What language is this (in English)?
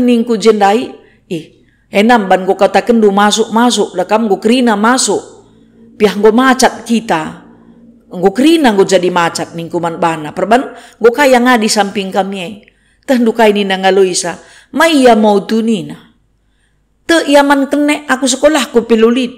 Batak Karo